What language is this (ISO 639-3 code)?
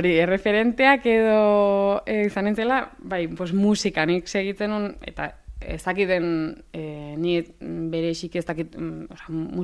eus